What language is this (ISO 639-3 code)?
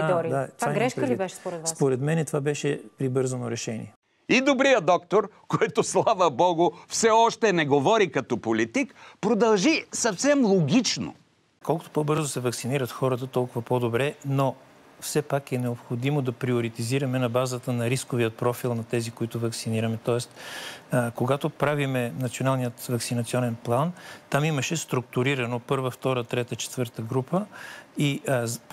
bul